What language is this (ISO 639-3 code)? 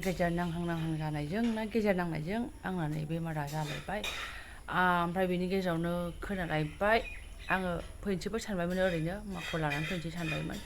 brx